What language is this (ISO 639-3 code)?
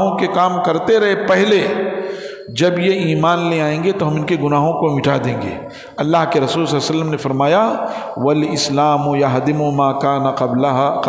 urd